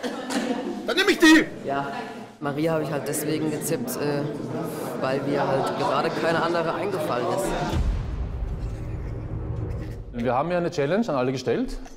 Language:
German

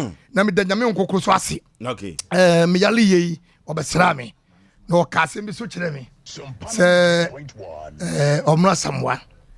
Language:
Akan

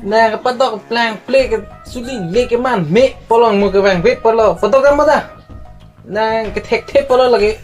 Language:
Karbi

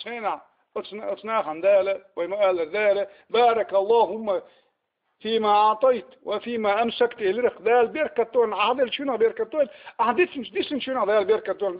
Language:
Chechen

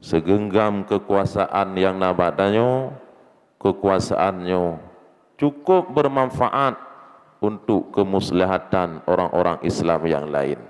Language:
Achinese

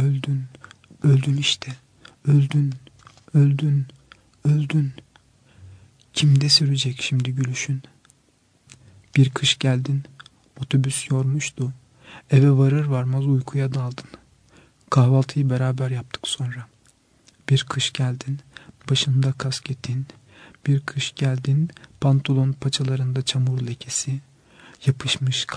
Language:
Turkish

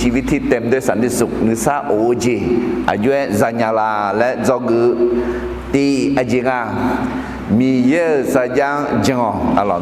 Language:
Akha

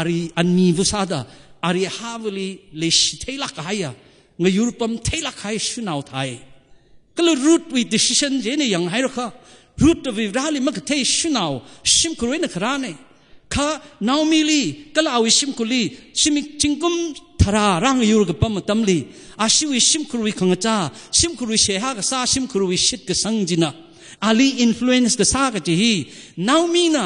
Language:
Tangkhul Naga (India)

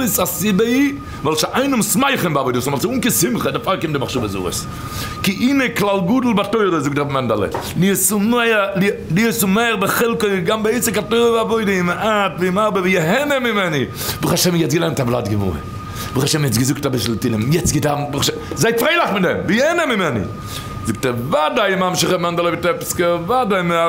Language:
Yiddish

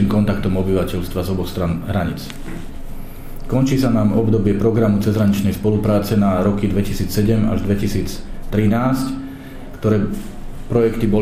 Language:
Slovak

